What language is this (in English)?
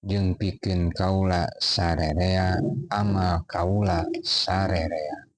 Sundanese